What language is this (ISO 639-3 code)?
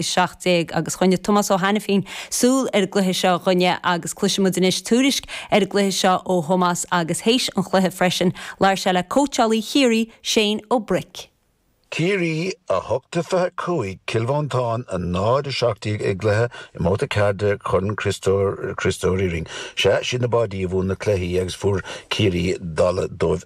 gle